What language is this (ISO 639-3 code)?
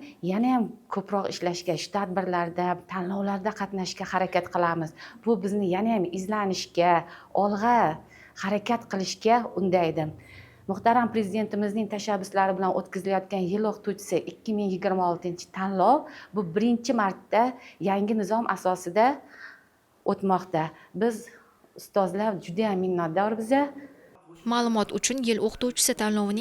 uzb